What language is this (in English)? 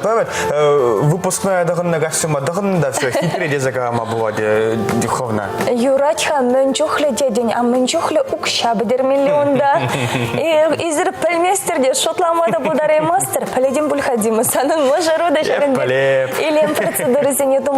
Chuvash